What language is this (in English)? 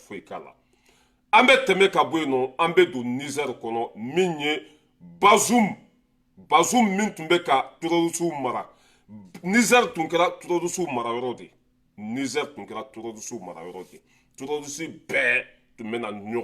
Bambara